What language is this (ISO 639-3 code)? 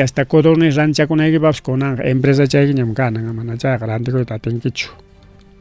quy